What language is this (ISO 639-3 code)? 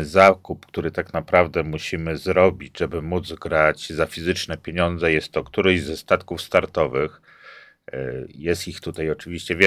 pol